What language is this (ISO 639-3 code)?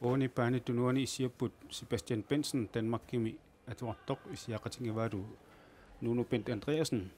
kal